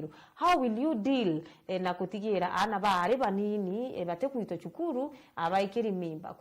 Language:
Meru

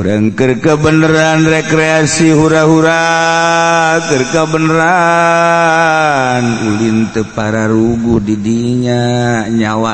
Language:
Sundanese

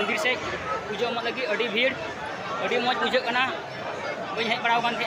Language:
Santali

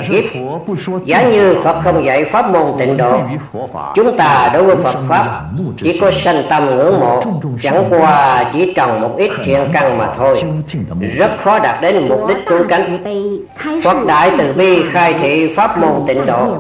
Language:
Vietnamese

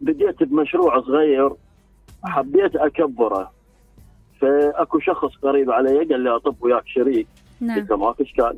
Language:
Mesopotamian Arabic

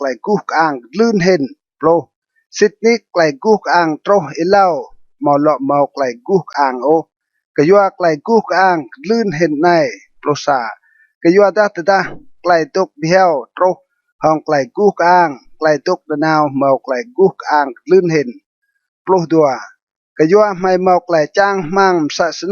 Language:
Rade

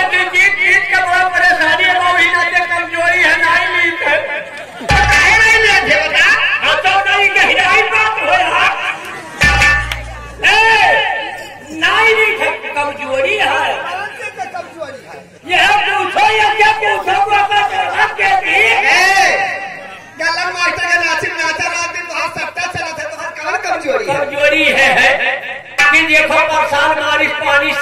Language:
Bhojpuri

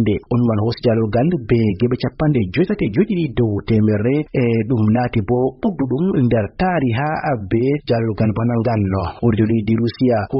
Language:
Fula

